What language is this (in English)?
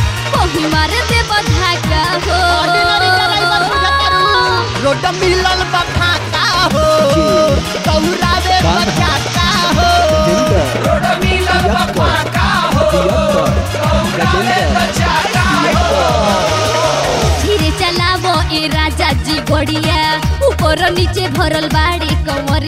Bhojpuri